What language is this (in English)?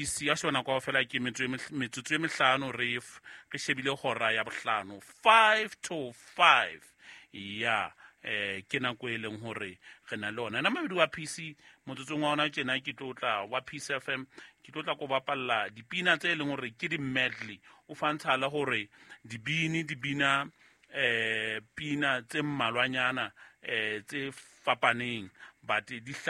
Southern Sotho